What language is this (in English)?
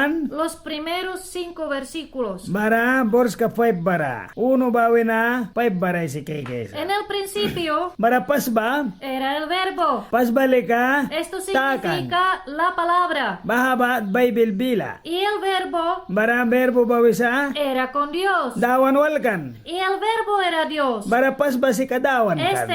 Mískito